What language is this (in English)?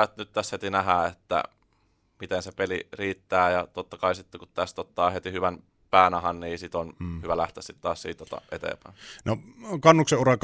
Finnish